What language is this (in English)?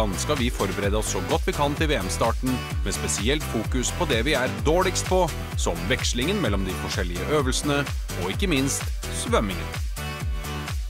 Norwegian